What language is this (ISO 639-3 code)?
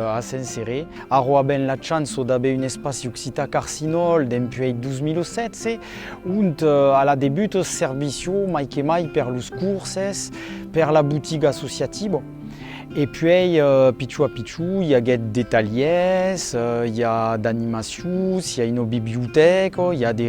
oci